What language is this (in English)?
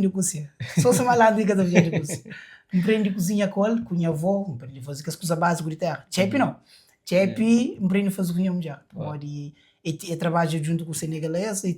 Kabuverdianu